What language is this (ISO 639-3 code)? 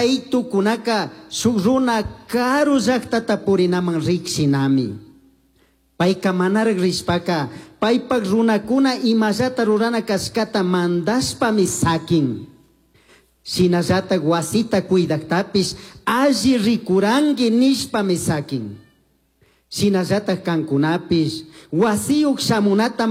qug